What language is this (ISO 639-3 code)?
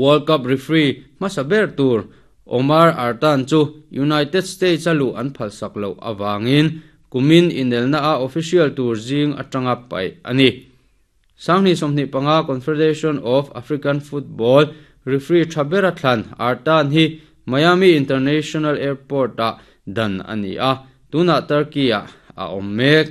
lus